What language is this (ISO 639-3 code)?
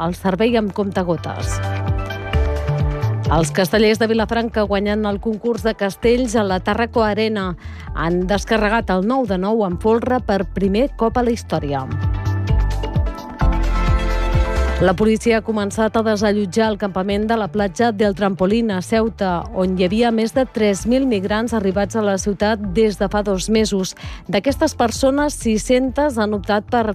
cat